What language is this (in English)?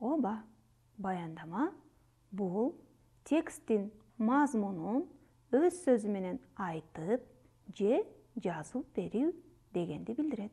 Kyrgyz